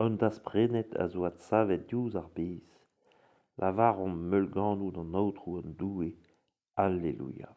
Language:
Breton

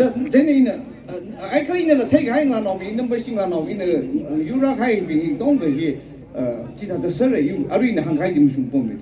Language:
Tangkhul Naga (India)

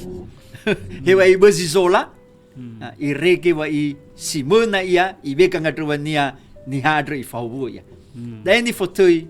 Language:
Nias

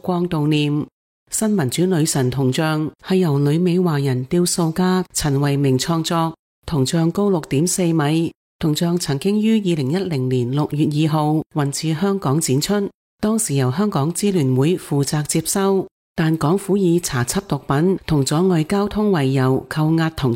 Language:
Cantonese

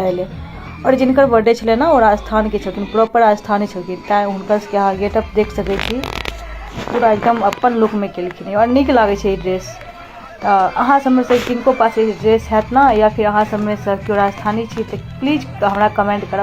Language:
Maithili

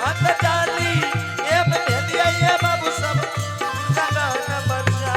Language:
Angika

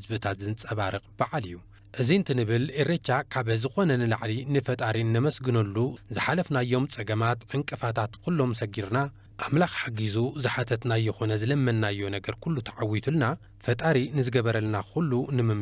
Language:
Tigrinya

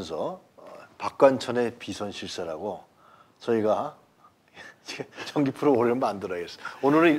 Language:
Korean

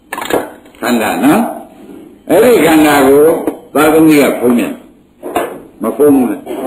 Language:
Burmese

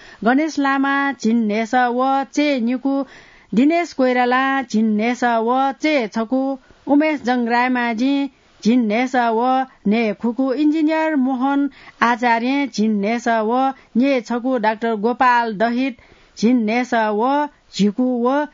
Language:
Newari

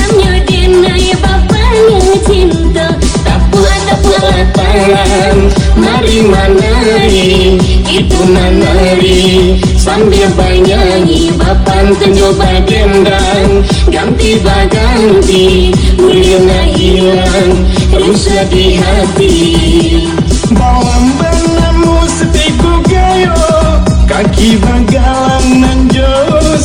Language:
Minangkabau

